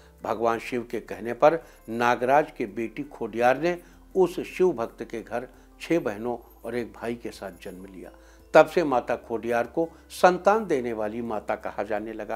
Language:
Hindi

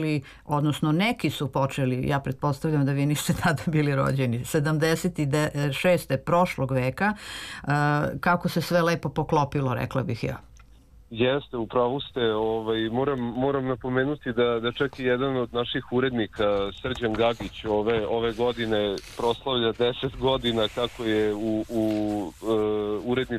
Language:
Serbian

